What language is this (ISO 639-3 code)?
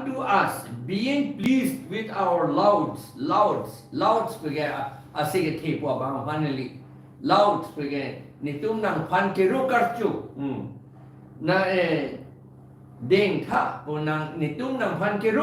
mjw